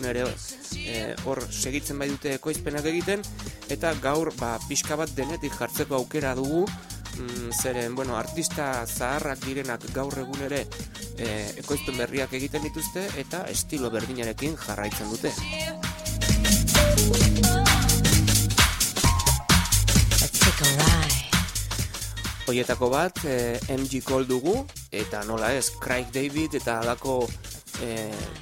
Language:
Basque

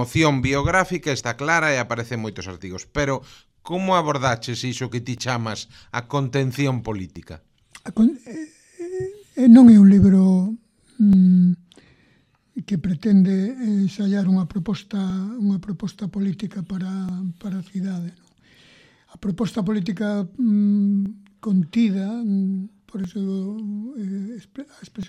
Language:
Galician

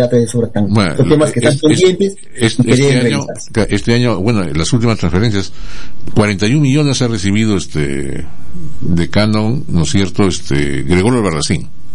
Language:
Spanish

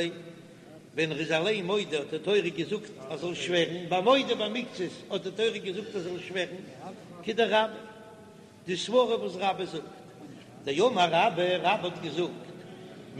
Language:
Yiddish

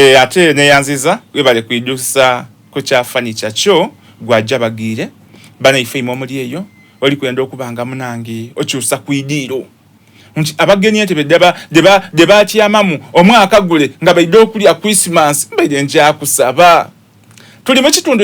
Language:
Soga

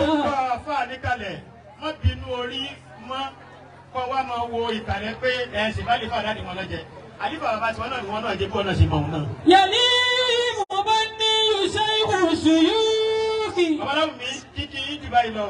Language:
Yoruba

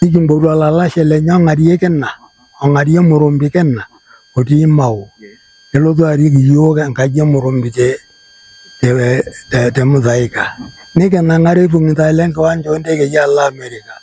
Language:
Masai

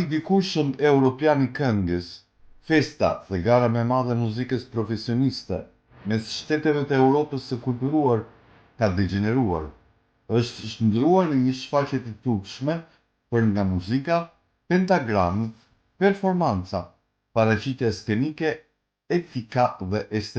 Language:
Albanian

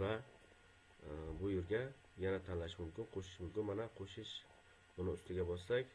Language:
Uzbek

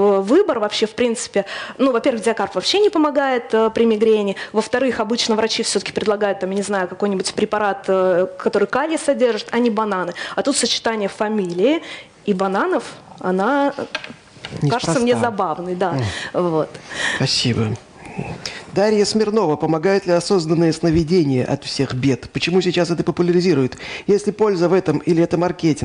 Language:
Russian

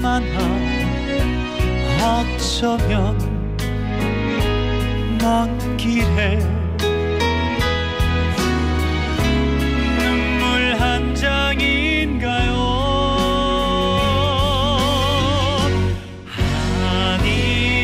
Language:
Korean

